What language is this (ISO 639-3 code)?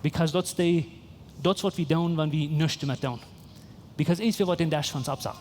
pdt